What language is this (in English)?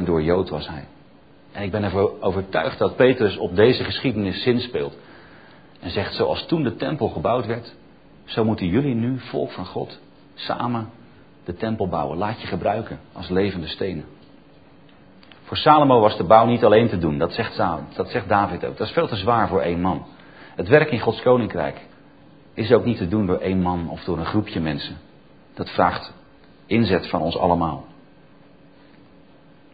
Dutch